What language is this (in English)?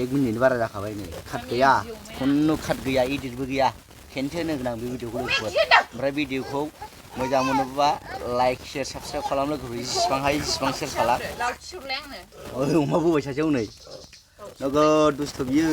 Bodo